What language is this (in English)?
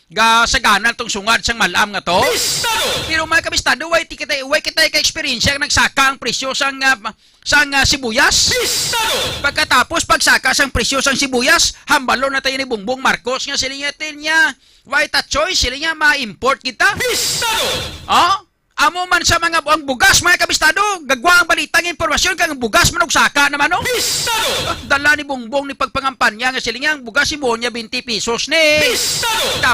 Hiligaynon